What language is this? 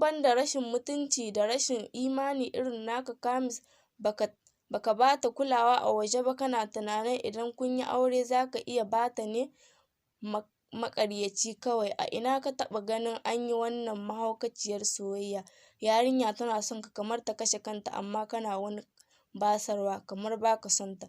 Hausa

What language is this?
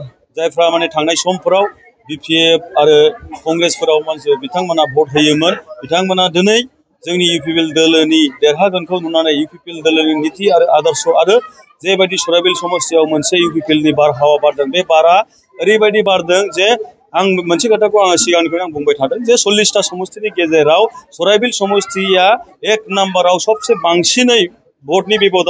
Bodo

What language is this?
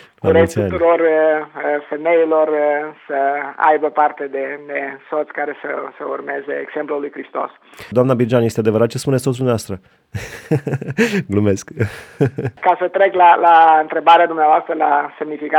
Romanian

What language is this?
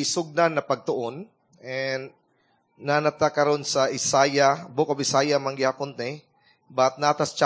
Cebuano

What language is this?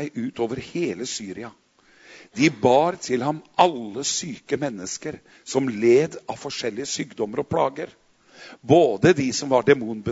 Norwegian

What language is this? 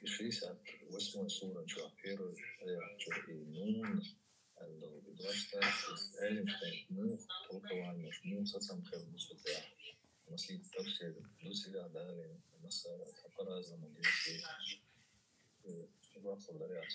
Chechen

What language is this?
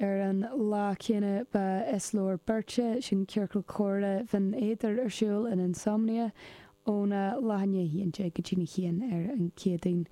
Irish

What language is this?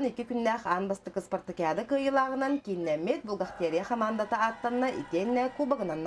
Yakut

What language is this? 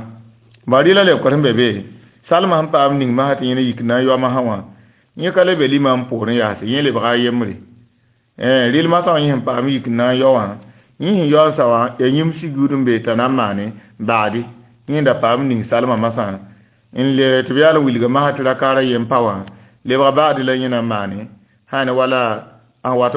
Mossi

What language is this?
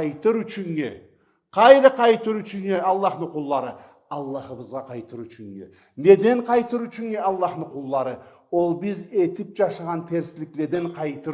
Karachay-Balkar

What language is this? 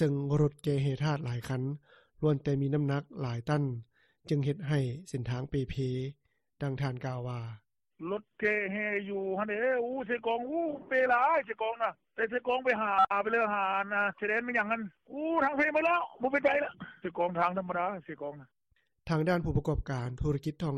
Lao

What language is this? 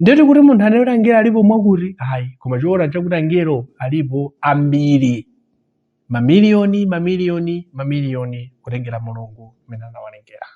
Nyanja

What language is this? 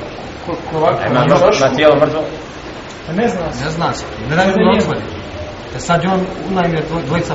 Bosnian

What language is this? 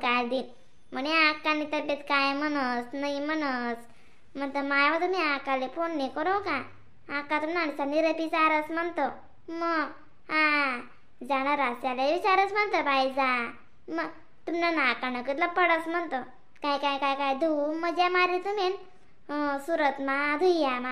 Khandesi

